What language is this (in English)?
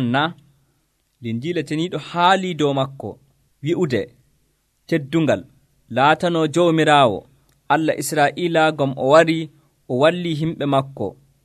Nigerian Fulfulde